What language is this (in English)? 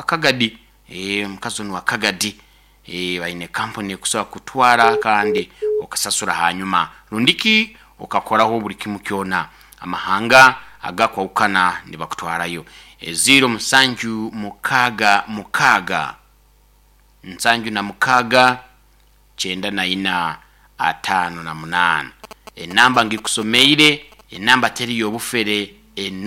Nyoro